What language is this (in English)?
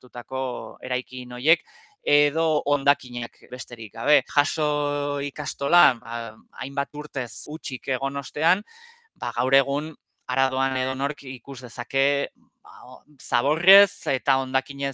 Basque